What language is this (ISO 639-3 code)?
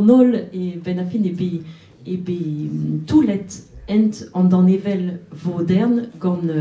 bre